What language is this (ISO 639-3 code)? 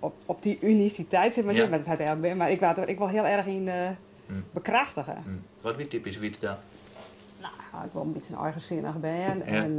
fry